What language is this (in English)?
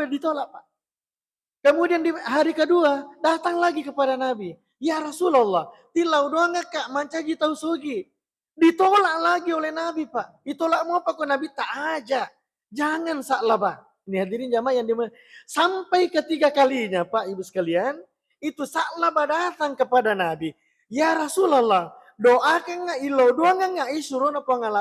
Buginese